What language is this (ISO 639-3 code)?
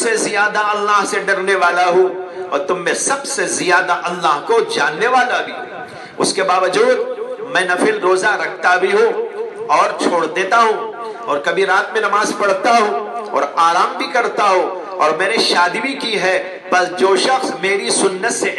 urd